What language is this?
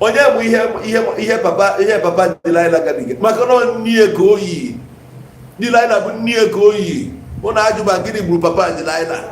Igbo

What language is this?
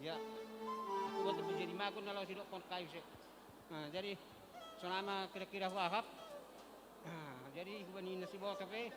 Batak Simalungun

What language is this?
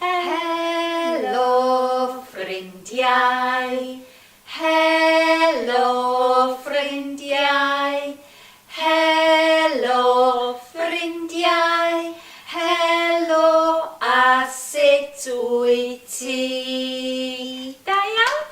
Welsh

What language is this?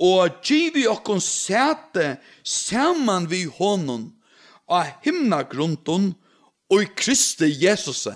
Faroese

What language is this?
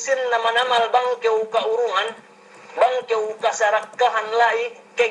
Yakan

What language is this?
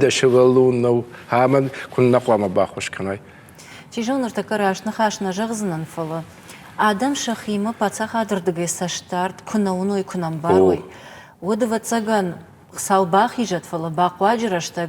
Ossetic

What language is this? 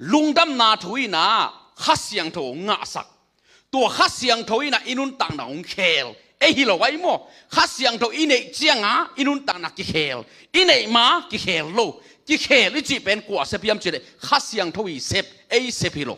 Tedim Chin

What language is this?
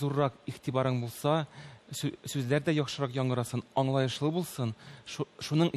Tatar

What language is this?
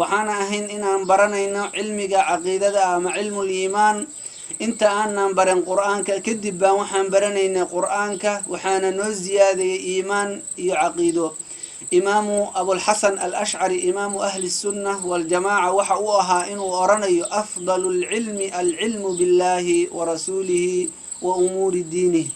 Somali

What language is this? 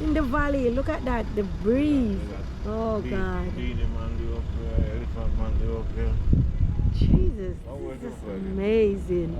Jamaican Creole English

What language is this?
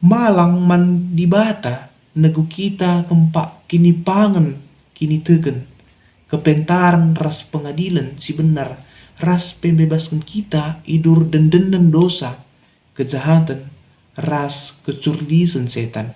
Batak Karo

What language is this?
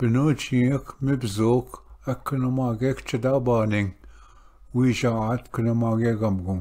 Ojibwa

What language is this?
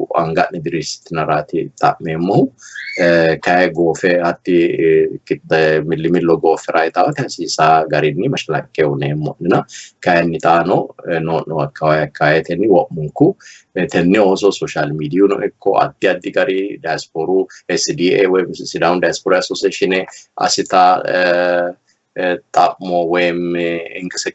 Sidamo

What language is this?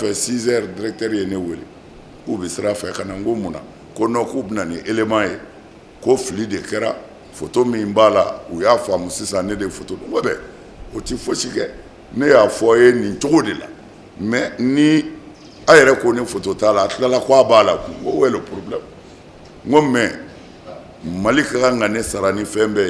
Bambara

